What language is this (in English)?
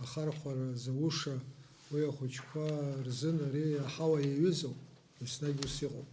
Abkhazian